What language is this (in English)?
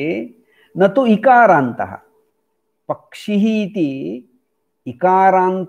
Sanskrit